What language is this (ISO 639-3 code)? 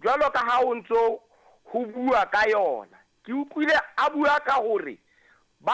sot